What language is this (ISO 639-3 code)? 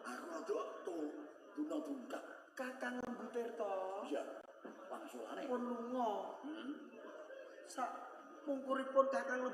jav